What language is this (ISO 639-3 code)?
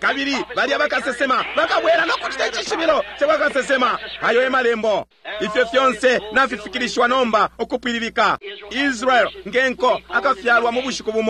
bem